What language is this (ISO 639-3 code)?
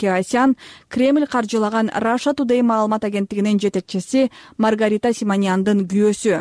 kir